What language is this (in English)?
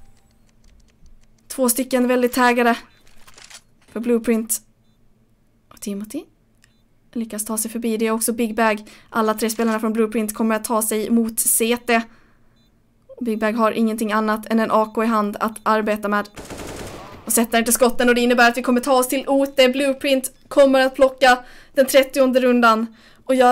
Swedish